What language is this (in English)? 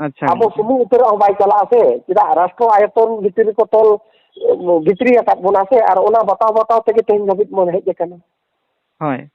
Santali